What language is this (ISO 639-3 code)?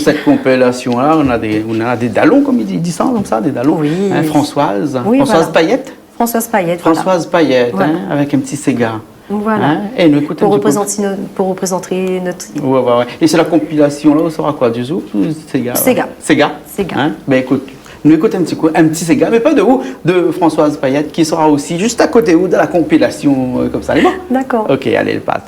rcf